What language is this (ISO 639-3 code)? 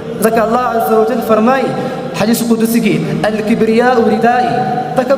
pus